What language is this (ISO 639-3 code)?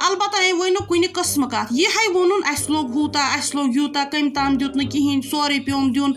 kas